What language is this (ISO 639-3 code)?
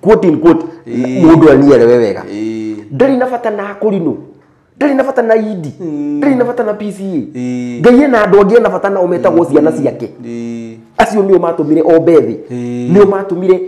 kik